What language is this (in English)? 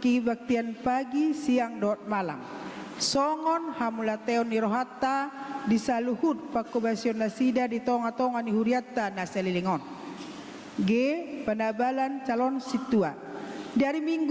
Batak Toba